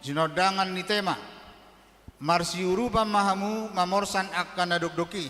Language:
Batak Toba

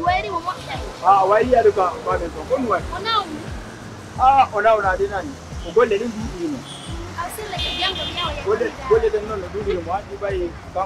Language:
Pular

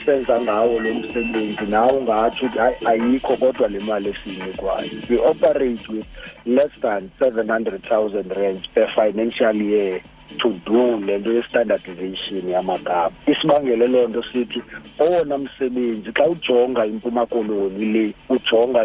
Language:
Xhosa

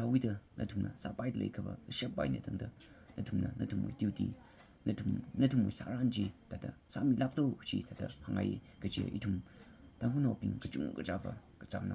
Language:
Tangkhul Naga (India)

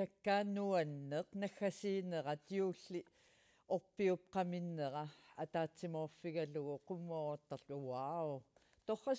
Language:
Kalaallisut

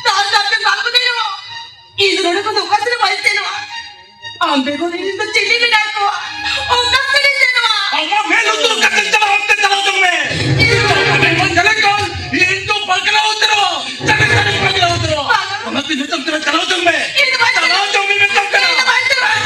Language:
Santali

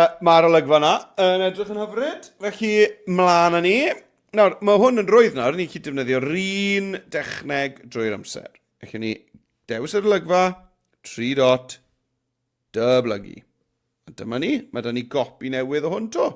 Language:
Welsh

